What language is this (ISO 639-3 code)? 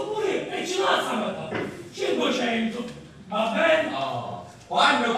scn